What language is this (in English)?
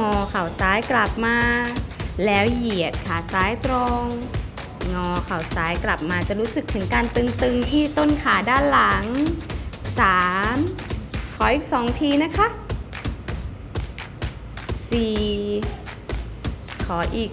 Thai